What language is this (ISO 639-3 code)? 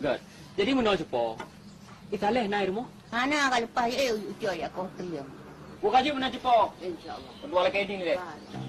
ace